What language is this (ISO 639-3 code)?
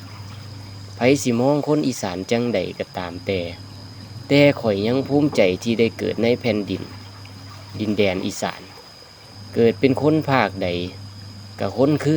tts